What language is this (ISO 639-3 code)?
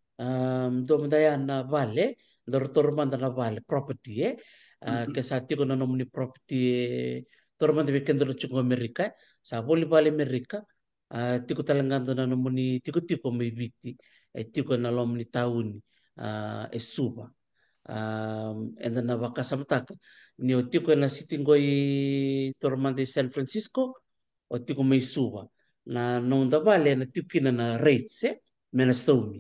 fij